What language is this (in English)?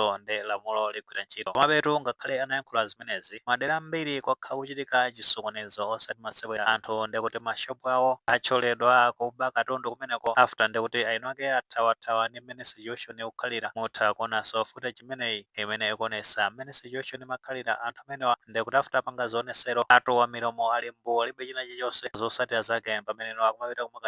Nyanja